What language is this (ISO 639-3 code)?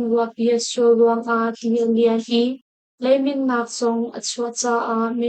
cnh